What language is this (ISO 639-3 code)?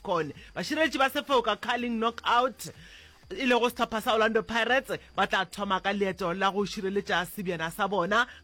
nso